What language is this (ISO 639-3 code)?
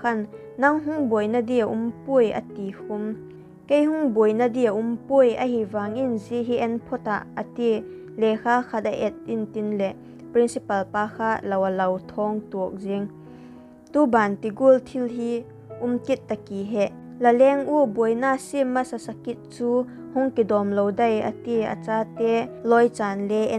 vap